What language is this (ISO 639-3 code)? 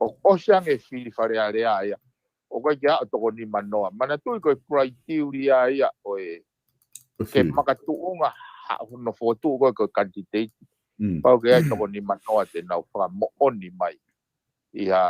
ton